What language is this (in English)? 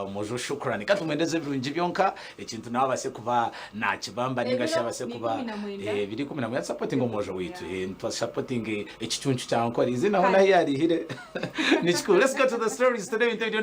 Nyankole